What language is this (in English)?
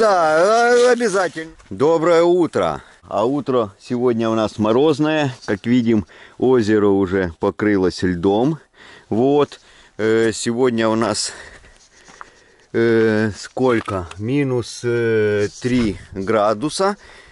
Russian